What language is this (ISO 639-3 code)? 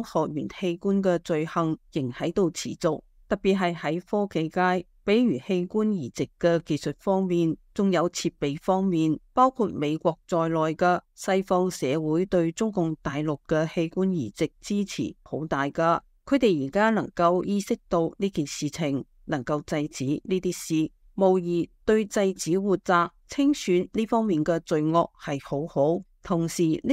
yue